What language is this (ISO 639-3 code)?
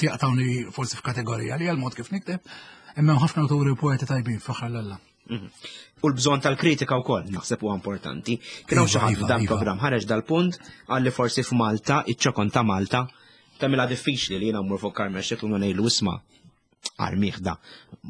mlt